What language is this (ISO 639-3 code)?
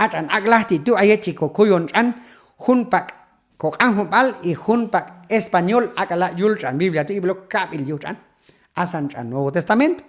kjb